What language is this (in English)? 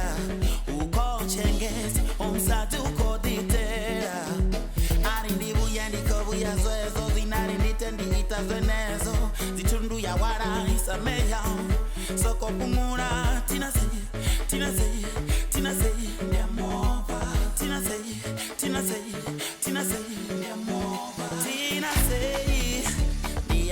Venda